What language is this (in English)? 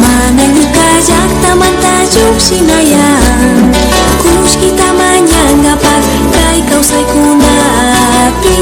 Imbabura Highland Quichua